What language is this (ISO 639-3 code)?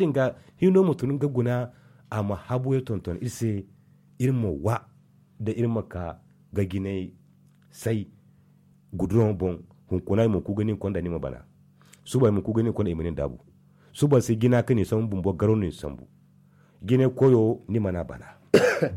dje